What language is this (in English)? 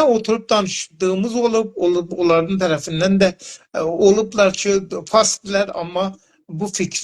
South Azerbaijani